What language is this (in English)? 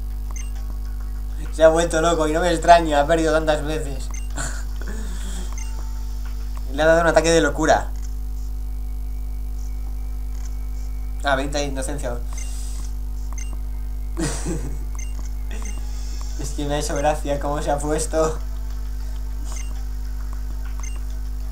Spanish